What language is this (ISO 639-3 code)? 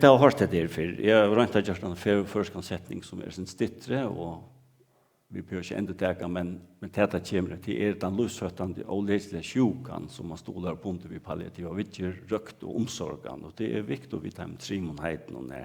fao